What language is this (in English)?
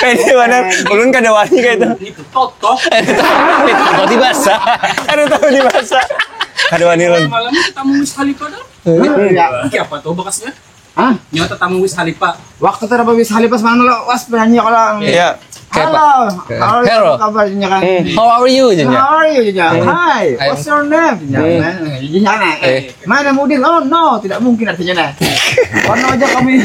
Banjar